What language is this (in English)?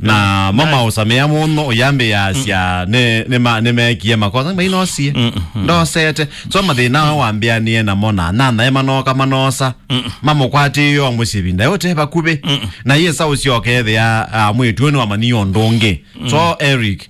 Kamba